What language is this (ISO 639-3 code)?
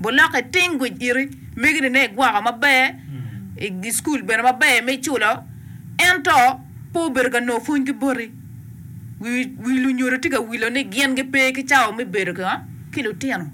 ach